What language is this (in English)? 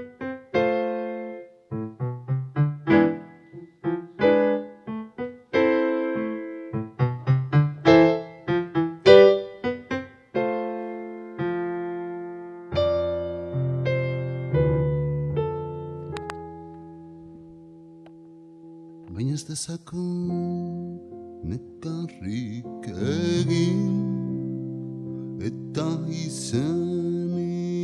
Basque